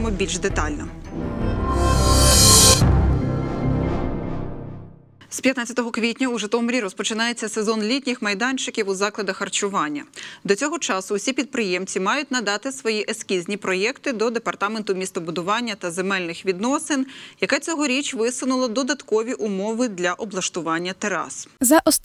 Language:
Ukrainian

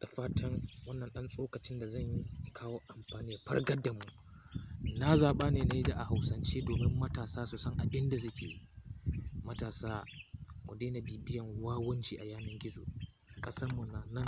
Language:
Hausa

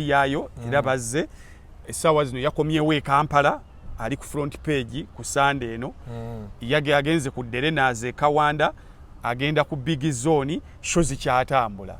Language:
Ganda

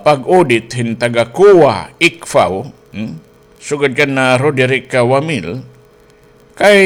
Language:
Waray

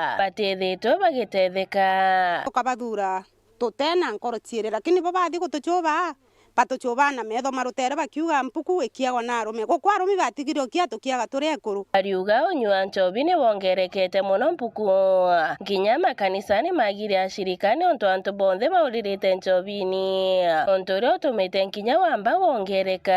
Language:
Meru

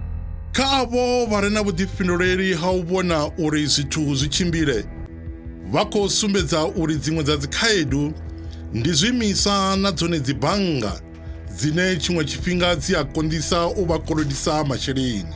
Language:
Venda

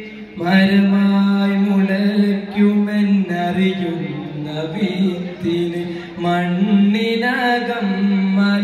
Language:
Malayalam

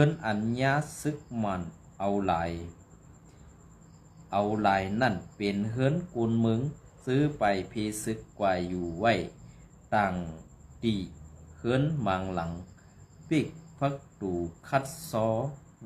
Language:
Shan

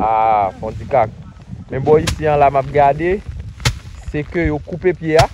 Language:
Haitian Creole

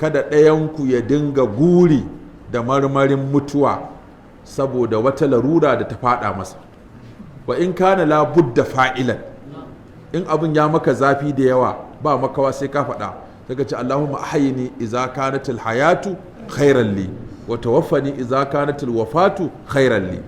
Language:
Hausa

